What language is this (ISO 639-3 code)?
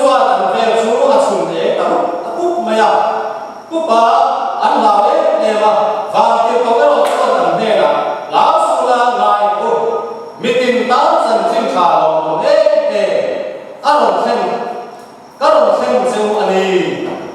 cfm